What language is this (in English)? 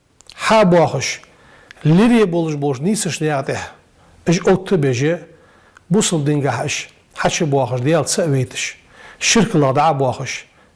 Ingush